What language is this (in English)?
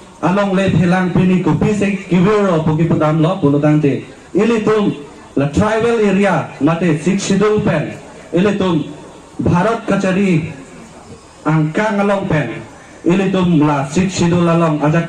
Karbi